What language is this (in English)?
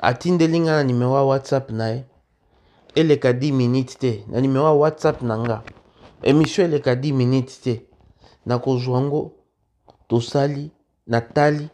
Lingala